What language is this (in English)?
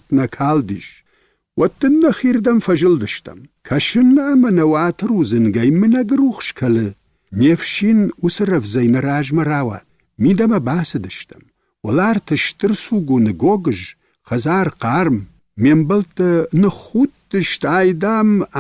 Ossetic